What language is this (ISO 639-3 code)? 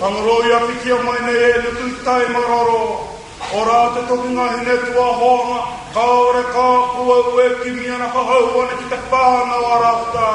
mri